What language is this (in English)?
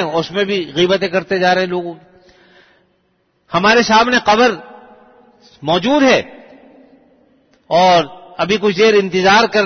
Urdu